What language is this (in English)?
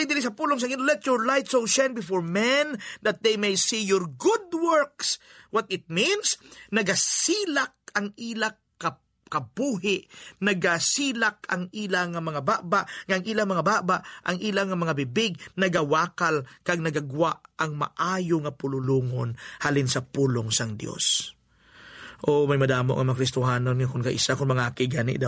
Hiligaynon